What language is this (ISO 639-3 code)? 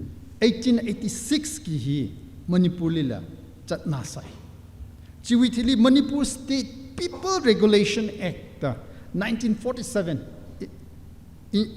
nmf